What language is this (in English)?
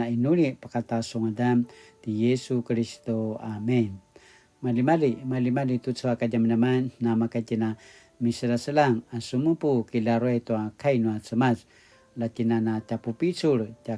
Paiwan